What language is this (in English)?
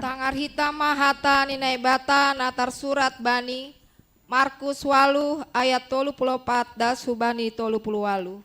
Batak Simalungun